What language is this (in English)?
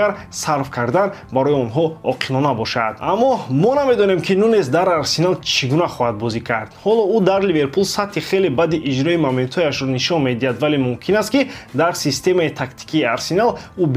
Tajik